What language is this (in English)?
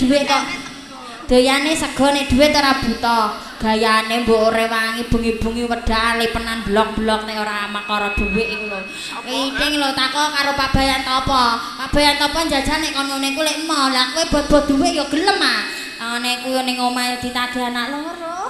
Javanese